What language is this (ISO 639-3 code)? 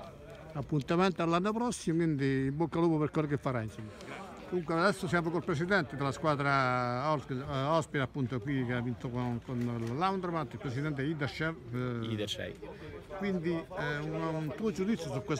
ita